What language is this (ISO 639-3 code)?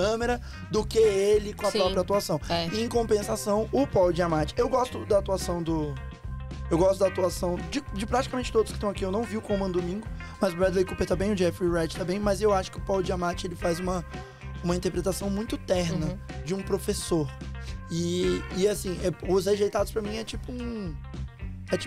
por